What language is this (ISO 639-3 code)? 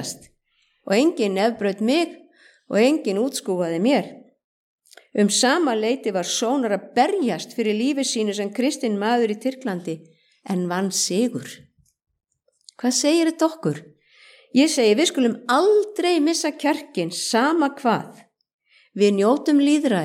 isl